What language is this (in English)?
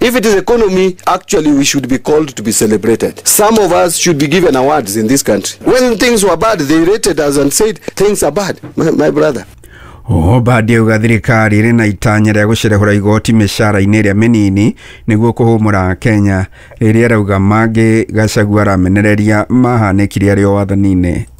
Kikuyu